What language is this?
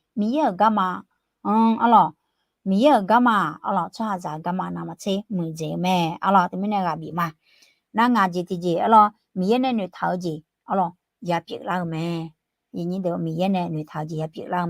Akha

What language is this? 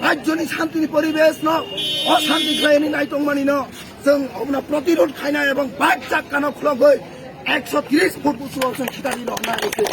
Kok Borok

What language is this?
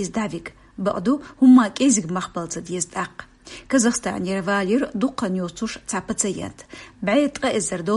Chechen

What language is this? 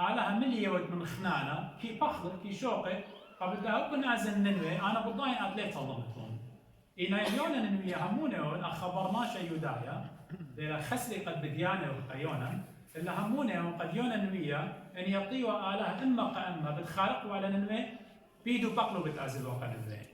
Assyrian Neo-Aramaic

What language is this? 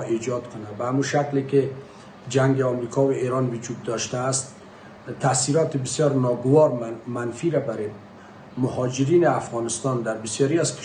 Persian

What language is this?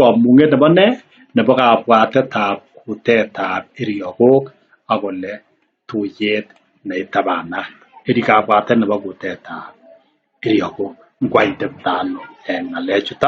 Kalenjin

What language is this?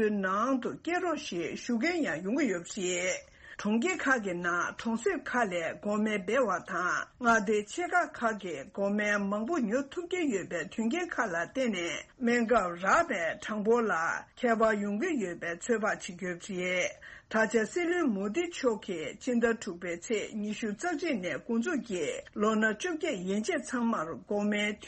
Tibetan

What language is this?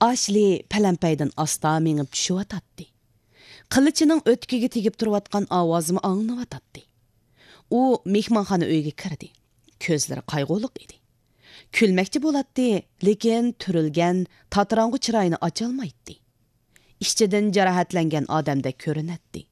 Uyghur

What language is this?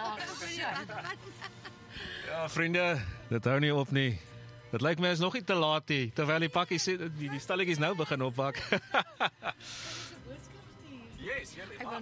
Afrikaans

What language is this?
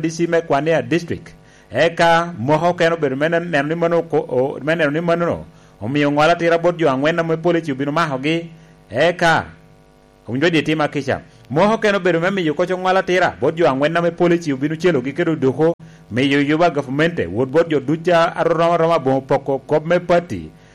Lango (Uganda)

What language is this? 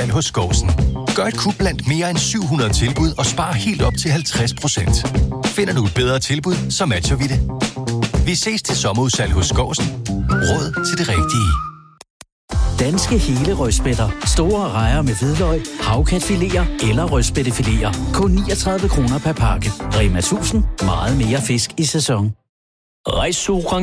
Danish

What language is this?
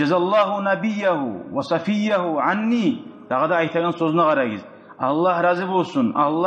Kumyk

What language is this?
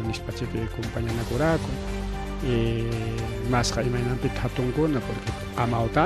Ayacucho Quechua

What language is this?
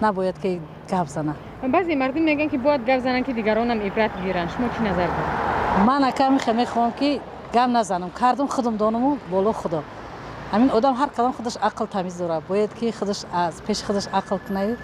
Tajik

